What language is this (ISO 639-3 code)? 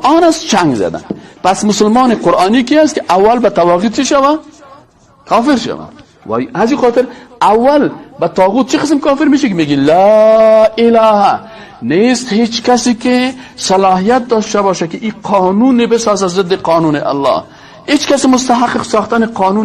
fas